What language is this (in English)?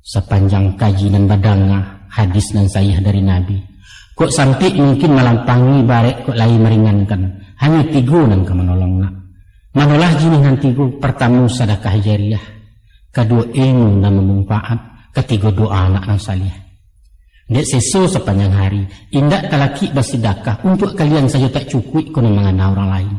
Minangkabau